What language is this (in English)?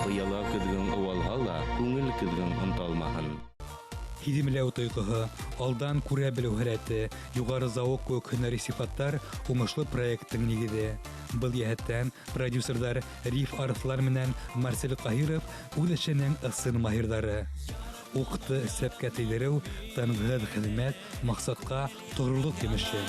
Bashkir